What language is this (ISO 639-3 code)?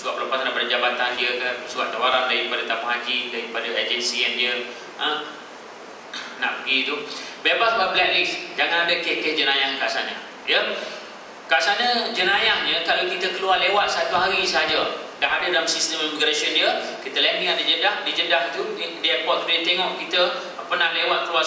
msa